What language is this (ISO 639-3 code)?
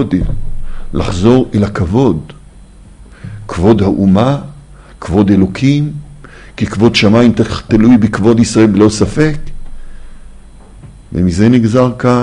heb